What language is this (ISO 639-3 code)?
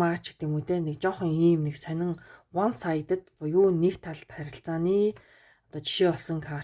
mon